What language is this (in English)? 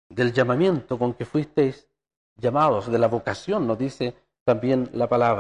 Spanish